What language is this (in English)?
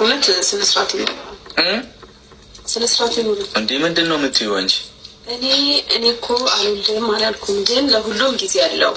Amharic